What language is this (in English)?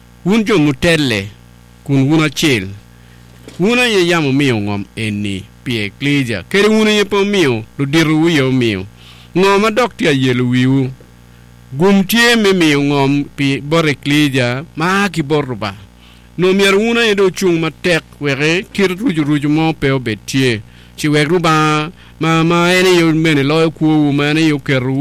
Acoli